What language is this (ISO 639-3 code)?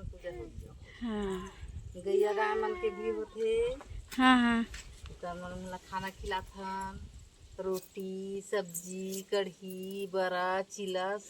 hne